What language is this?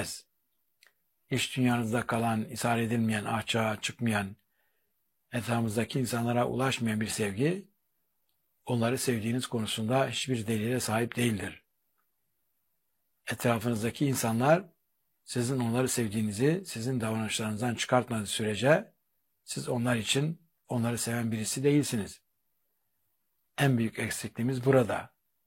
Turkish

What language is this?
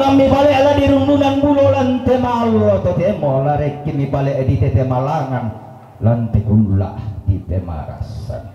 Toraja-Sa'dan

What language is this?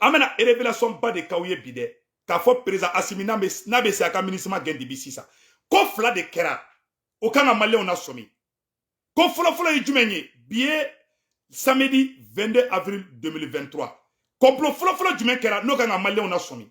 Bambara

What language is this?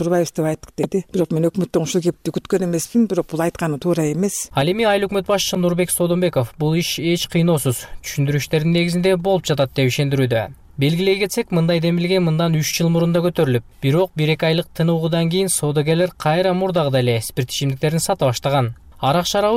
Kyrgyz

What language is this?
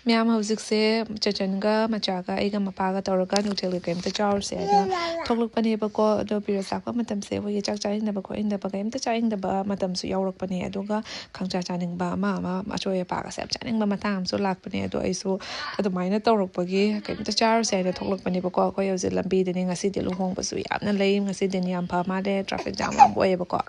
Manipuri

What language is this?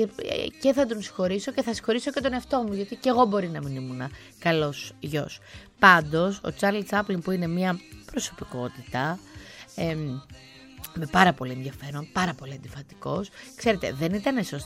Greek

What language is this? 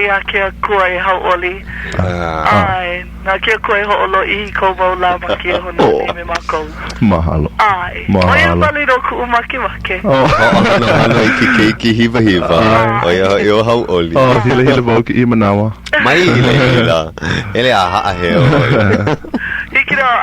Hawaiian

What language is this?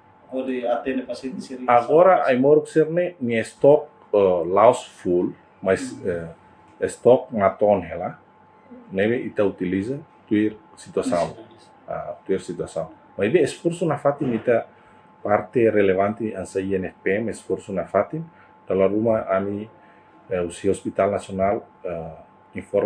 Tetum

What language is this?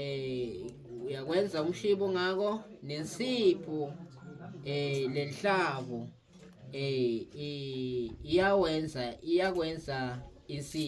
Zulu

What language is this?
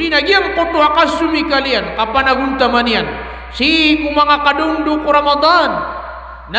Maranao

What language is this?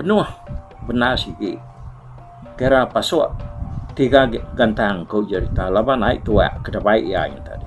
Iban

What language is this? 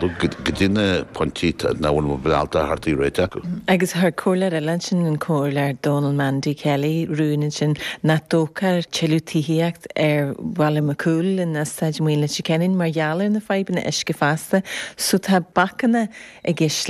Irish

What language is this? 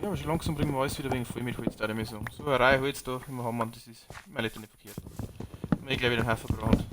Bavarian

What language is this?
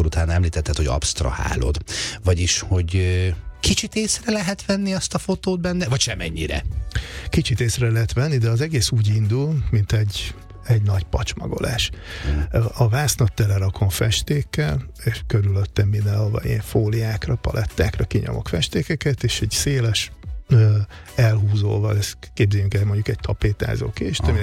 Hungarian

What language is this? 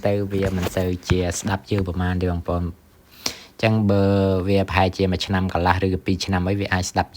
Khmer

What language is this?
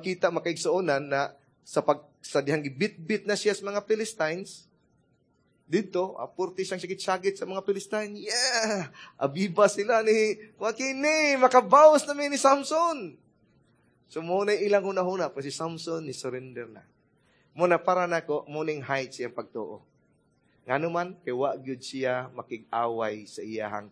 Cebuano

